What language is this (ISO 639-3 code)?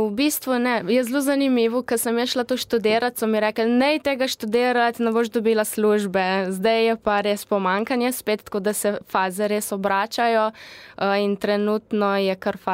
slv